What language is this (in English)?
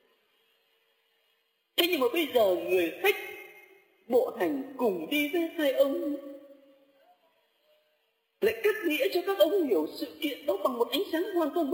Vietnamese